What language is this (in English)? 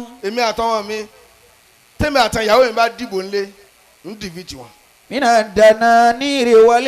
Yoruba